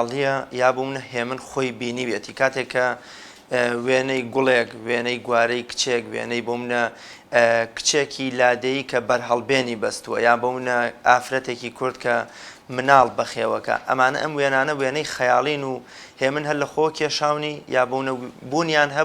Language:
Central Kurdish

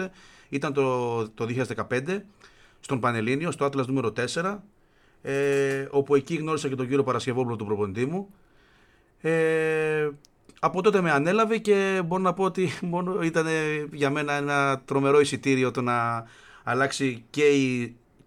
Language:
Greek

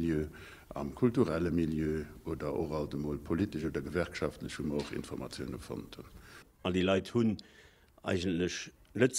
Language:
Luxembourgish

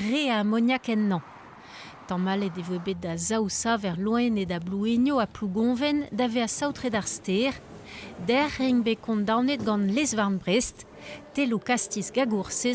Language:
Breton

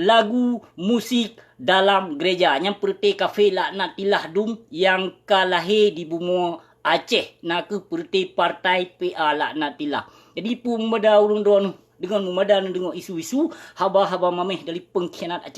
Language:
Achinese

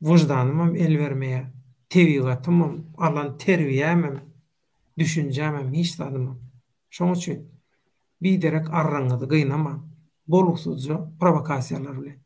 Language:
Turkmen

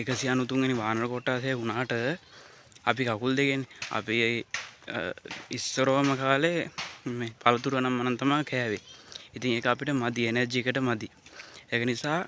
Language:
Sinhala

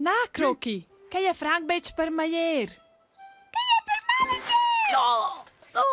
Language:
Romansh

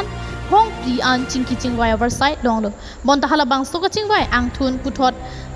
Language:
Karbi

